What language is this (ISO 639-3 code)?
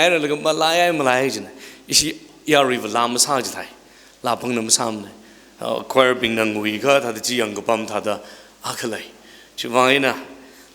nmf